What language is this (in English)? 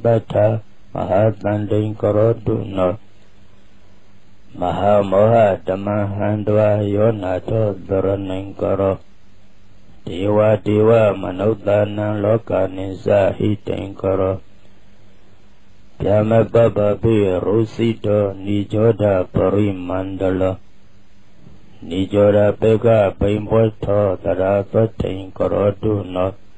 Burmese